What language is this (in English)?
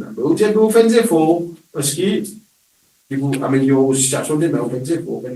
Morisyen